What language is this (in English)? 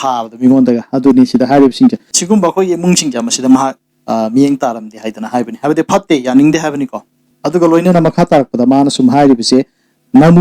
Manipuri